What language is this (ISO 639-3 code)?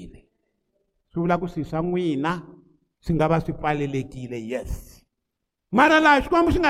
tso